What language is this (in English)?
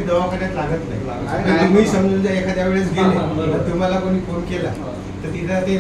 Marathi